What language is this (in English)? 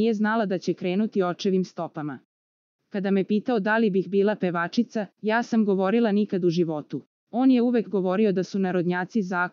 Serbian